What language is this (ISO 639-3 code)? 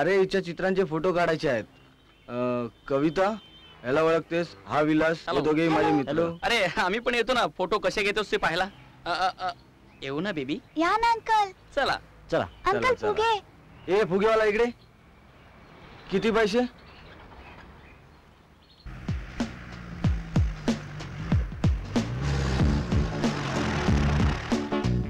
mar